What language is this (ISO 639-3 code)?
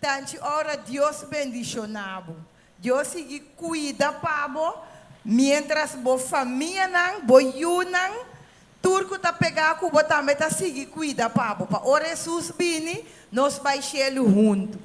pap